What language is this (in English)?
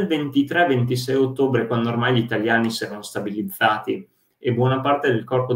Italian